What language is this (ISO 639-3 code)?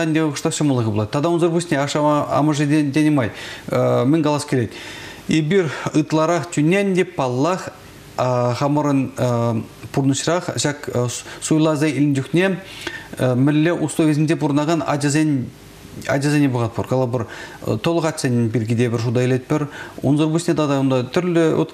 chv